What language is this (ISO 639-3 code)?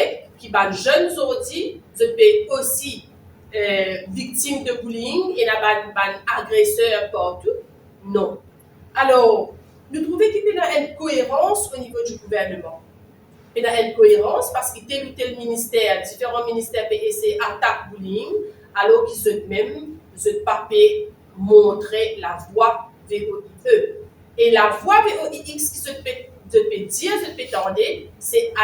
mfe